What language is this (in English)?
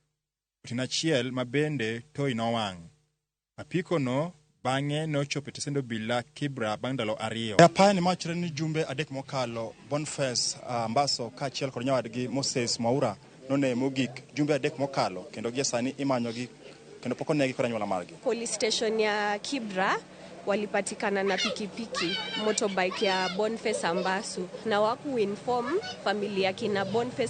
Luo (Kenya and Tanzania)